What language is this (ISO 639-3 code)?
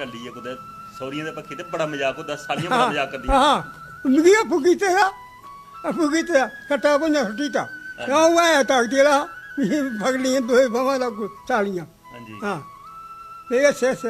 doi